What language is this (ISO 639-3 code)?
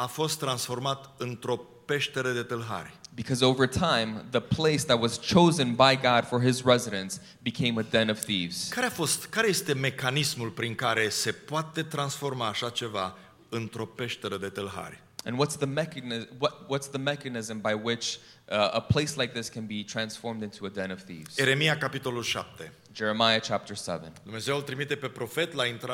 ron